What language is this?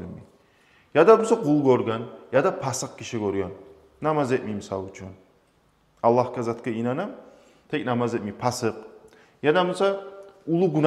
Kumyk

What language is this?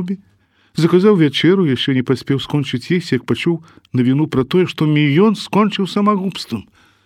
Belarusian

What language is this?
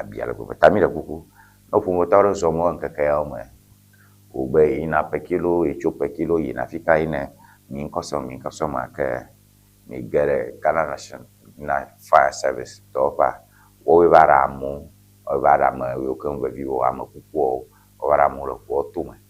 Ewe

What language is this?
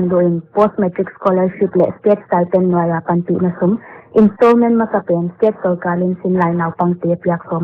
Paite Chin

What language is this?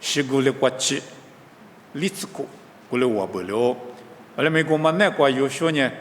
Lisu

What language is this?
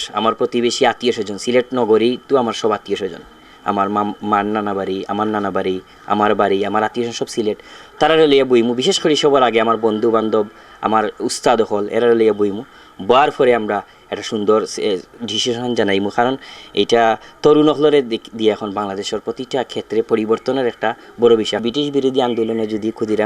Sylheti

